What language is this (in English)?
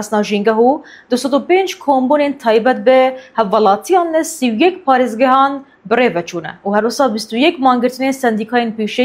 Kurdish